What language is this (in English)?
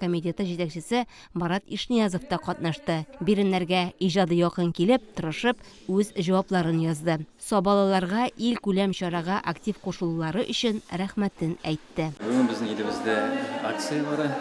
Tatar